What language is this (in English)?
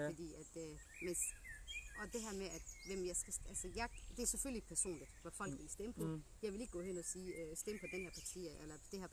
Danish